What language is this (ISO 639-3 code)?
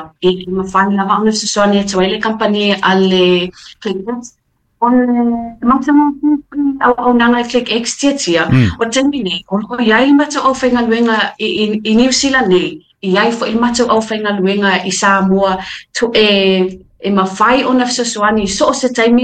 smo